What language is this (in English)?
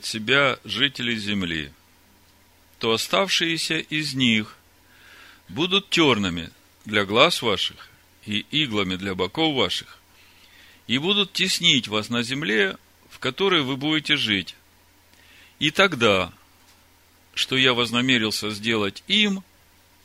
Russian